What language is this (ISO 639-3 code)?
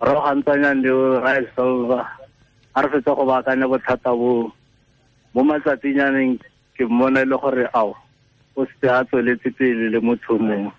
tsn